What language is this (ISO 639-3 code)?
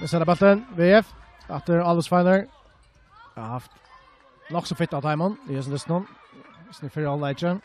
fao